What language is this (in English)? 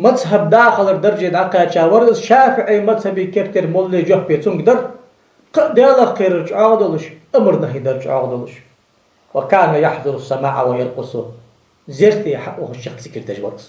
Ingush